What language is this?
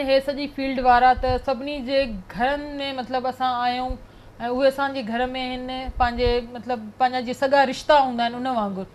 Sindhi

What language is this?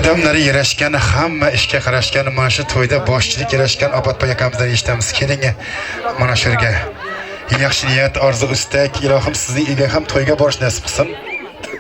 Turkmen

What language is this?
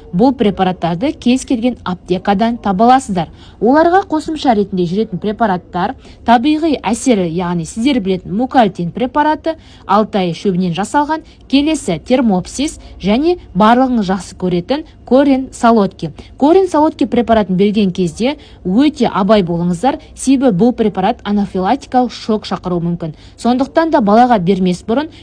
Kazakh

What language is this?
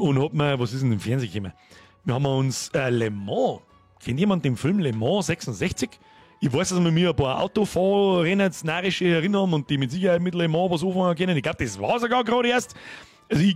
Bavarian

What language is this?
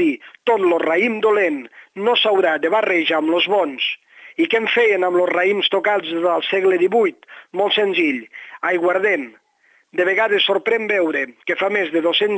Catalan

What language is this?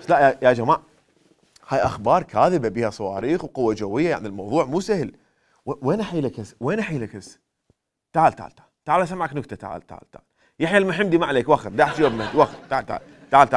Mesopotamian Arabic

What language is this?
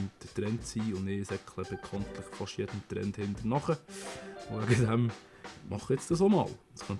Swiss German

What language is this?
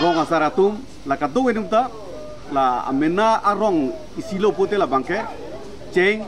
Karbi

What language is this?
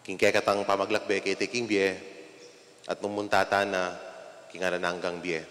Pampanga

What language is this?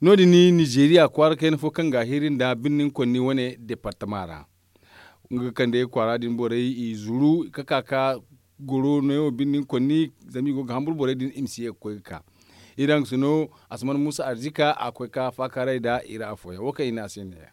Zarma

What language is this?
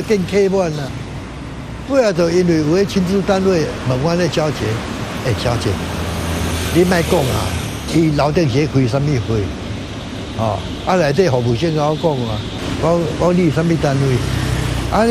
Min Nan Chinese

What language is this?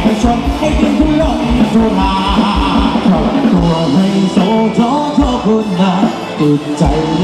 Thai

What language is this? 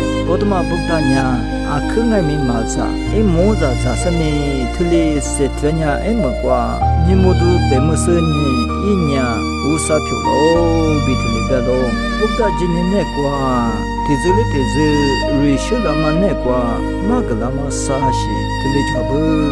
Lisu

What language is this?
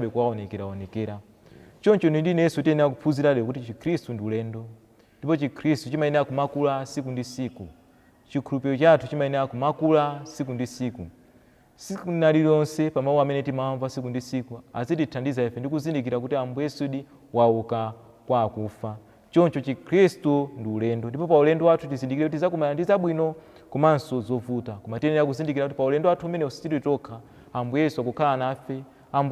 Nyanja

